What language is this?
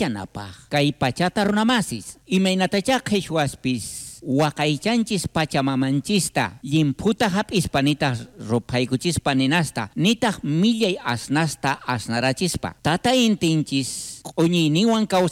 South Bolivian Quechua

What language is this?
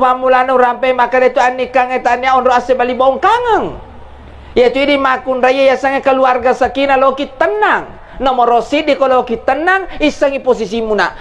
Buginese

